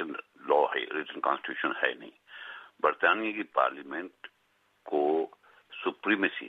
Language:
Urdu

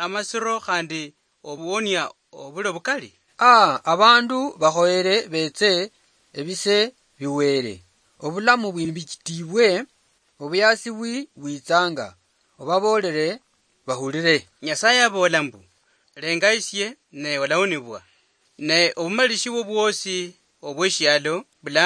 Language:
Luyia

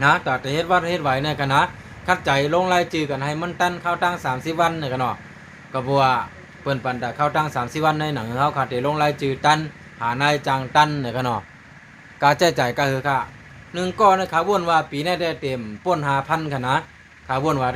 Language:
Shan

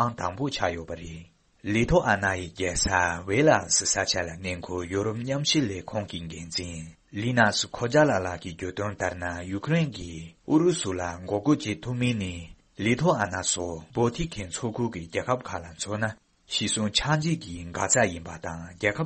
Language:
Tibetan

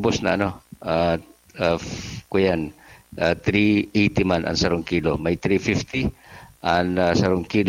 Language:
Bikol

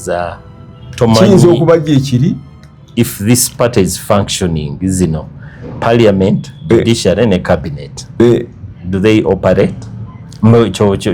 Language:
Ganda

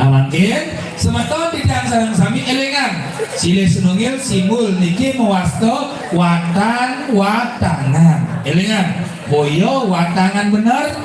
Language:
Balinese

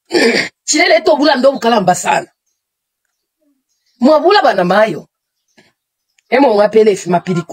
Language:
Bemba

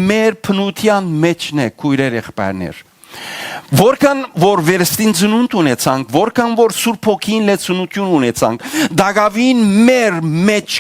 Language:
Western Armenian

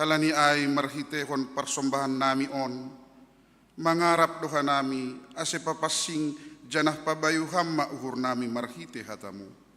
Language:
Batak Simalungun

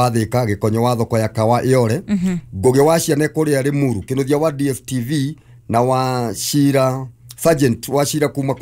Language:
Kikuyu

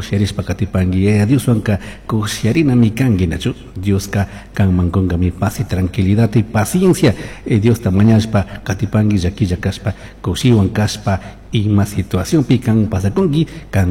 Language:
Chimborazo Highland Quichua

